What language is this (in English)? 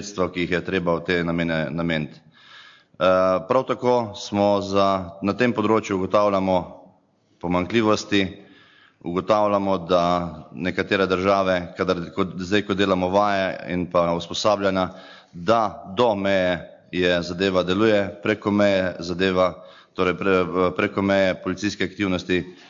Slovenian